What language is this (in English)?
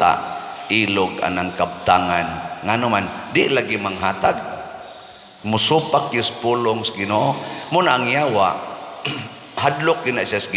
Cebuano